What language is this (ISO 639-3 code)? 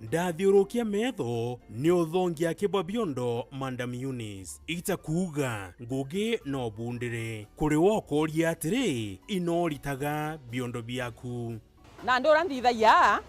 mer